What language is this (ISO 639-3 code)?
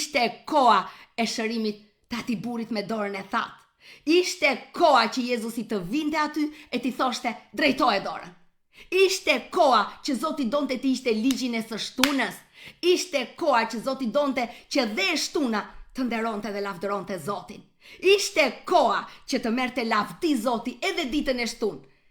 sqi